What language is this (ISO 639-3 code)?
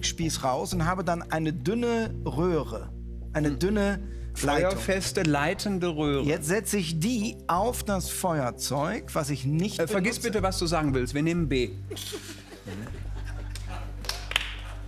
deu